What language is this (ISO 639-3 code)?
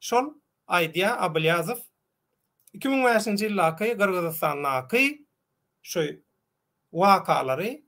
tuk